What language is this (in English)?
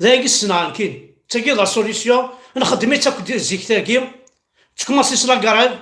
Kabyle